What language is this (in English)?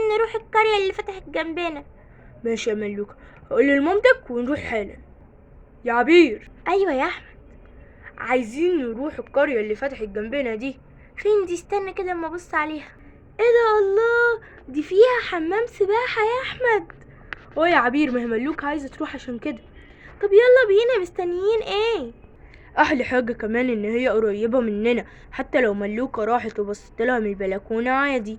Egyptian Arabic